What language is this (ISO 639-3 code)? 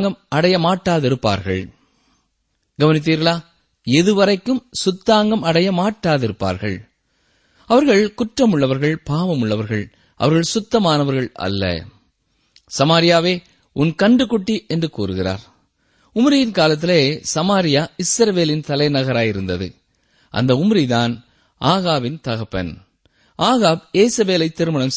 tam